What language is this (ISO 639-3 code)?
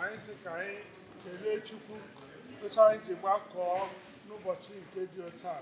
ibo